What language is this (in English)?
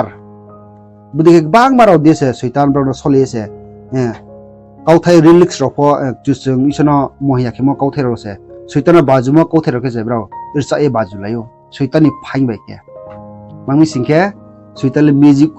Riang (India)